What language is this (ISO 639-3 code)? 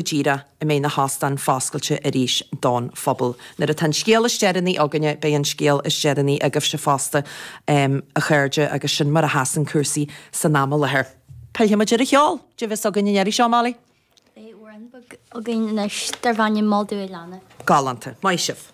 gle